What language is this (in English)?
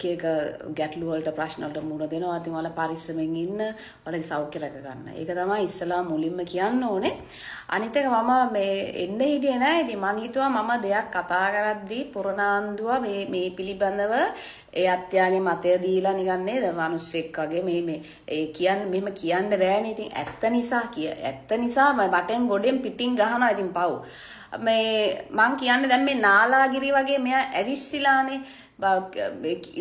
Sinhala